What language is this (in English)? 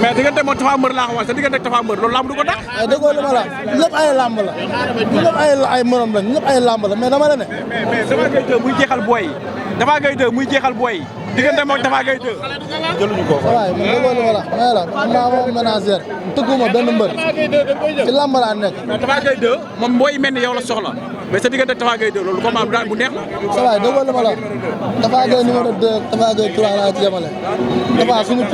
Wolof